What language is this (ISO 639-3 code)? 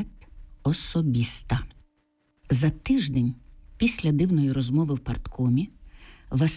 ukr